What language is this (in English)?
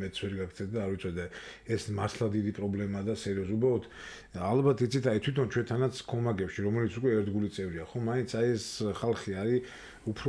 Georgian